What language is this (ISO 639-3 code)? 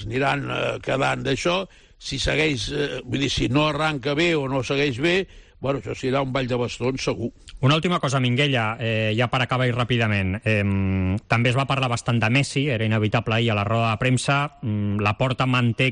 cat